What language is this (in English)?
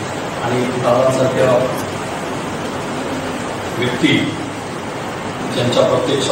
Marathi